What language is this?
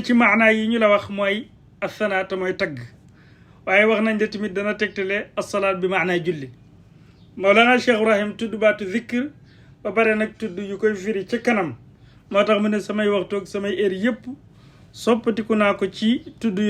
Wolof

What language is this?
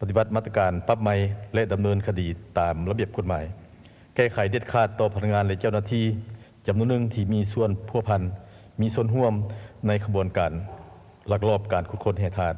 Lao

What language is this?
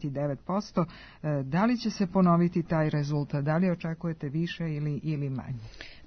Serbian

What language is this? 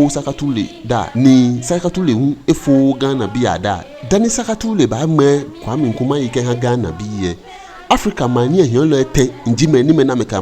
Ga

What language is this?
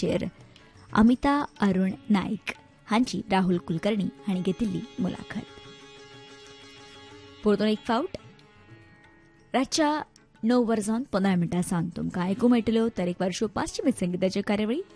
Konkani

